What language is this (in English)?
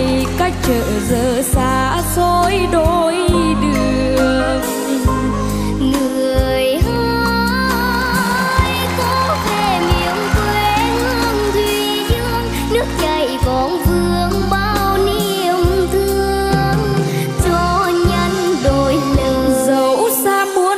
Vietnamese